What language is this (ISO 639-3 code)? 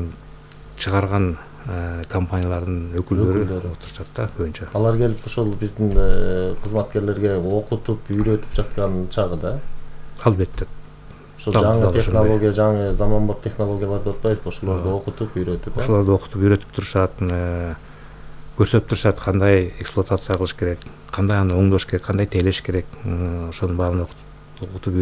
kir